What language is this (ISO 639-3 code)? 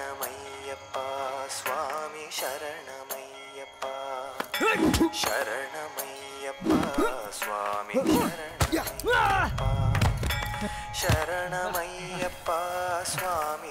tam